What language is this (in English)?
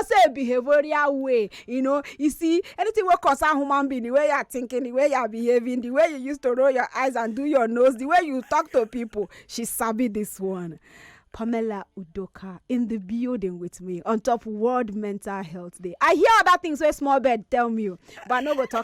Nigerian Pidgin